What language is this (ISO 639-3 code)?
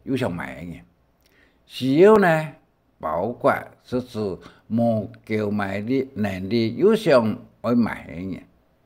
hak